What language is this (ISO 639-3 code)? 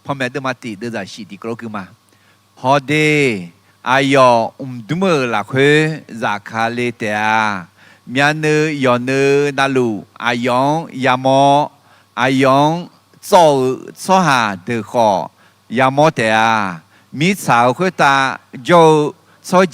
ahk